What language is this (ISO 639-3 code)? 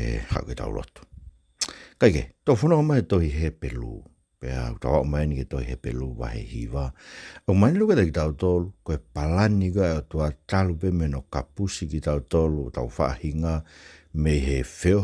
ton